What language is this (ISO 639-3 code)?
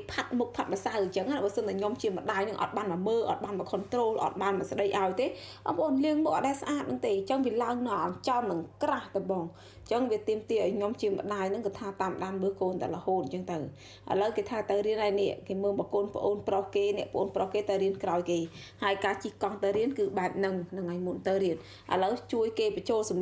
khm